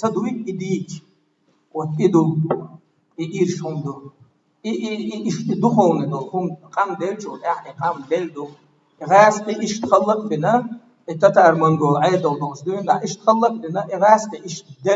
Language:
Chechen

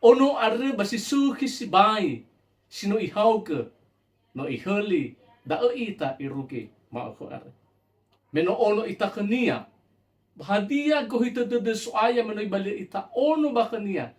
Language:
Nias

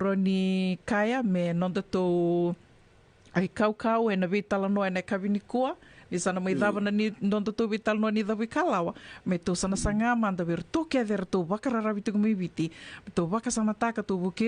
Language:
Fijian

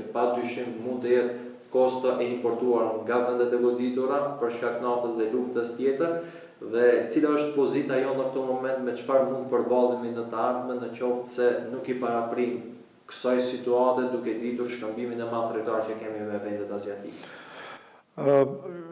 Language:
Albanian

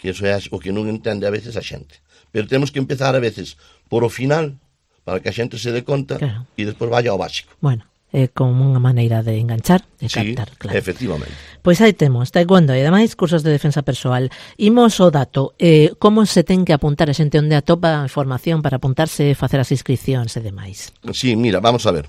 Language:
Galician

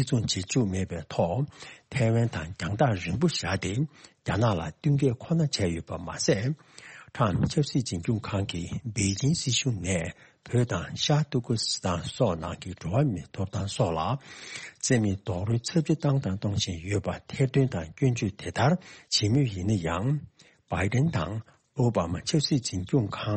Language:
Tibetan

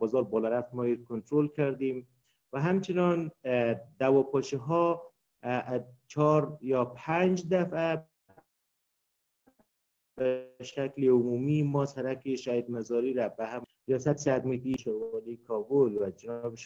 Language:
Persian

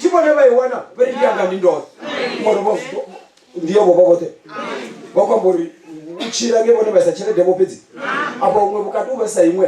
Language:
Venda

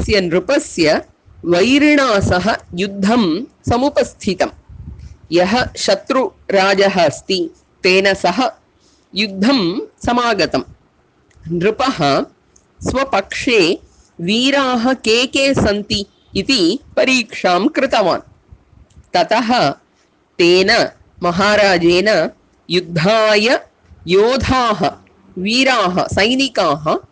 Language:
Sanskrit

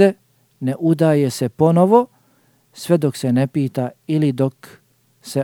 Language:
Bosnian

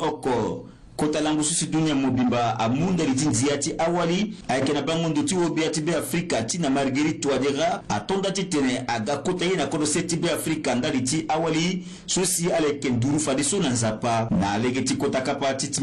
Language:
Sango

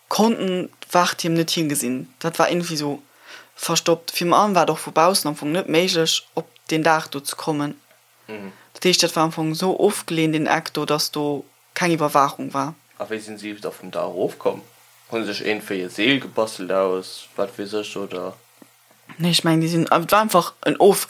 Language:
Luxembourgish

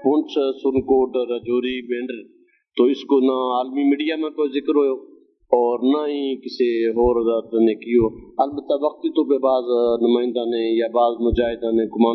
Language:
Gujari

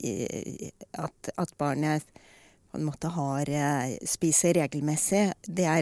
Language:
Norwegian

